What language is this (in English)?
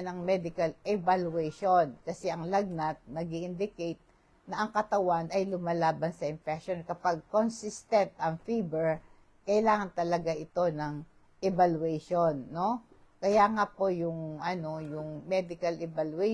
Filipino